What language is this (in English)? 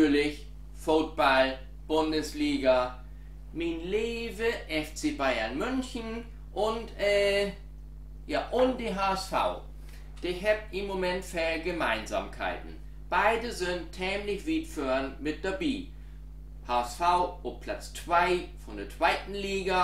Low German